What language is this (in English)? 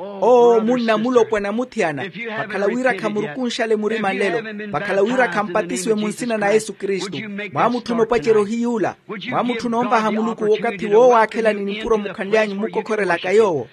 Makhuwa